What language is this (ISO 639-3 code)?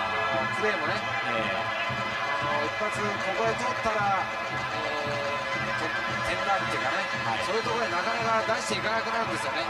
jpn